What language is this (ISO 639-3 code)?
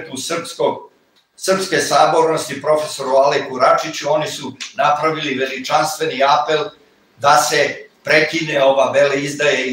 srp